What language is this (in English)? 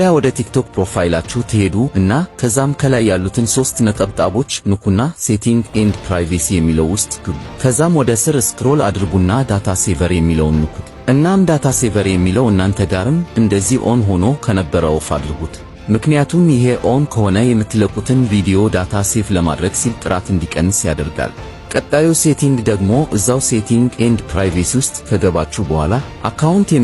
Amharic